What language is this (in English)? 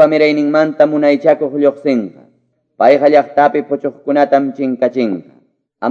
Quechua